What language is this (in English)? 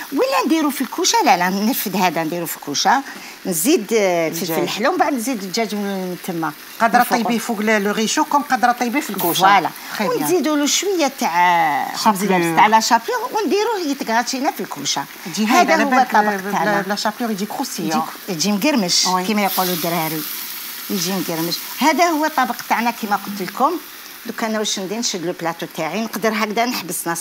Algerian Arabic